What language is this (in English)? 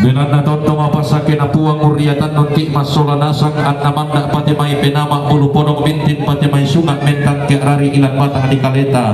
Toraja-Sa'dan